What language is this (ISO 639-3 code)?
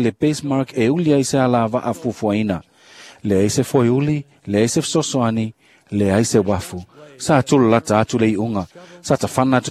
smo